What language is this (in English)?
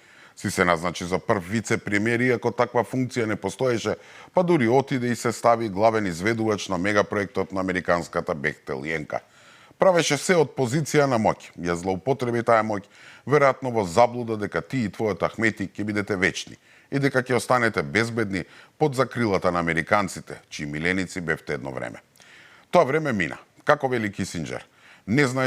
Macedonian